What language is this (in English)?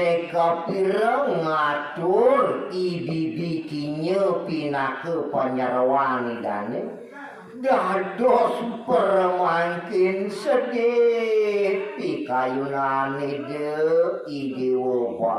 Balinese